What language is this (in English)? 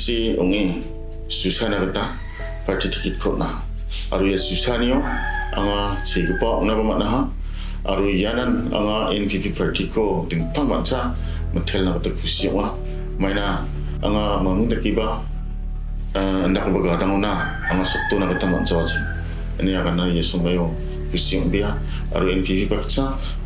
Garo